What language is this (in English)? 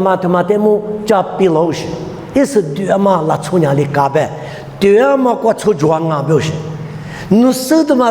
Lisu